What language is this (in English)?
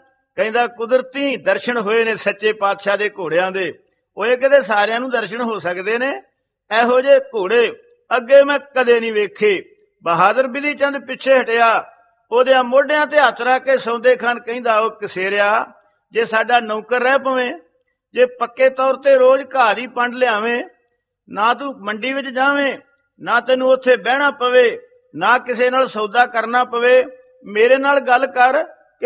Punjabi